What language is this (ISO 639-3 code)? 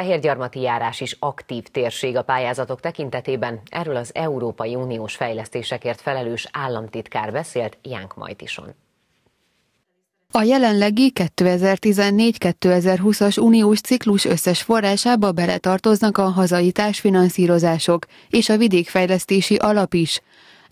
hun